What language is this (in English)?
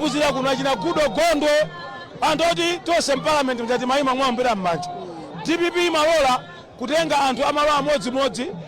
Nyanja